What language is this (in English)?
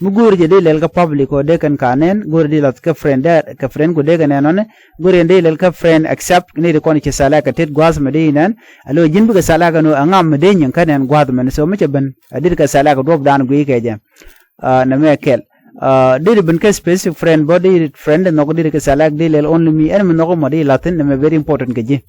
Nuer